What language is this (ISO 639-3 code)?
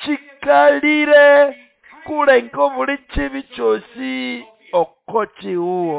nnb